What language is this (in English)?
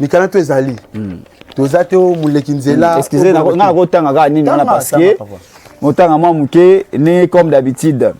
Lingala